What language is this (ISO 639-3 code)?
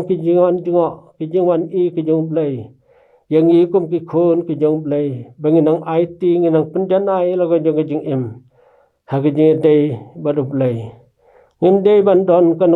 kha